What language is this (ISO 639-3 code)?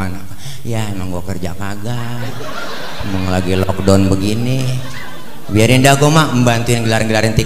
bew